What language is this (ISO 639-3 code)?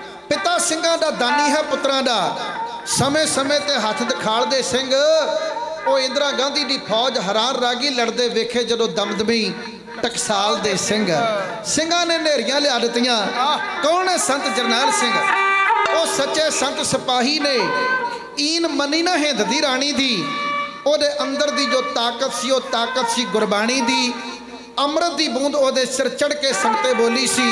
pan